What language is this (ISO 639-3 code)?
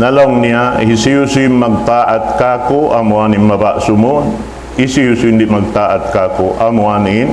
tsg